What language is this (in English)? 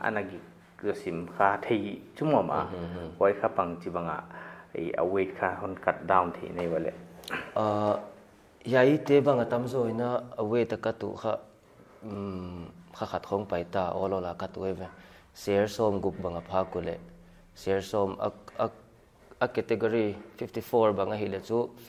Paite Chin